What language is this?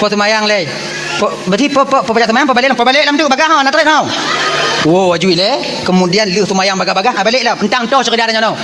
Achinese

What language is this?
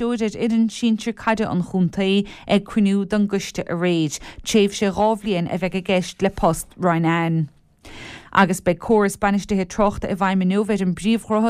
Irish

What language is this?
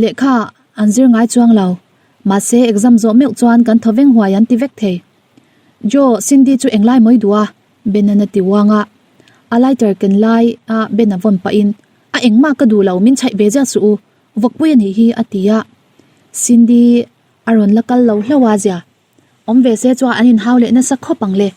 Mizo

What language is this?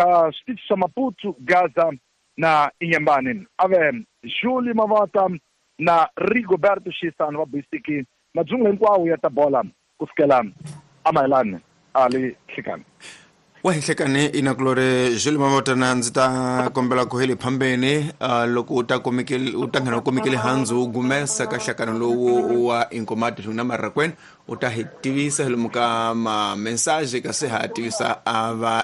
Tsonga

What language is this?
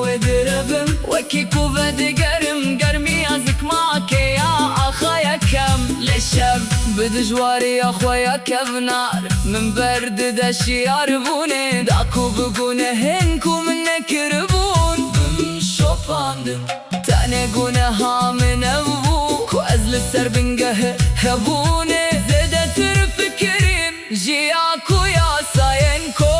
Kurdish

